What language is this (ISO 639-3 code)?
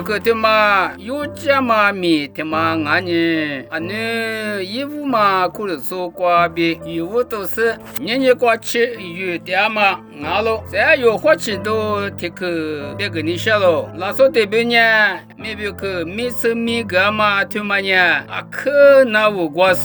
lis